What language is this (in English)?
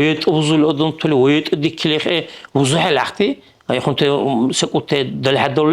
Dargwa